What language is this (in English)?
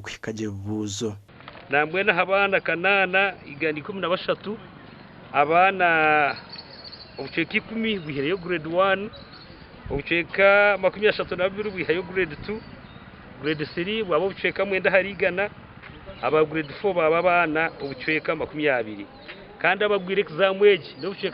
Nyankole